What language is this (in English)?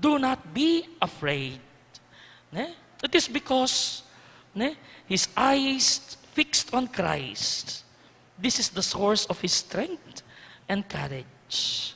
Pampanga